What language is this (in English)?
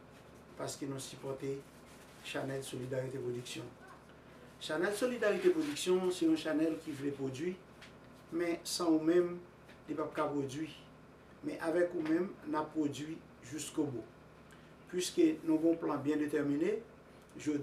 Haitian Creole